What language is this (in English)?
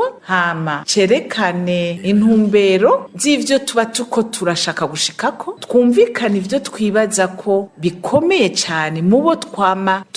Rundi